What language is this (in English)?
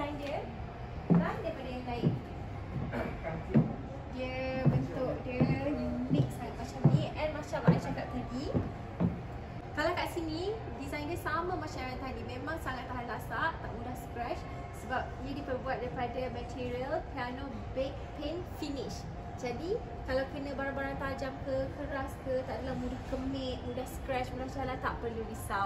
Malay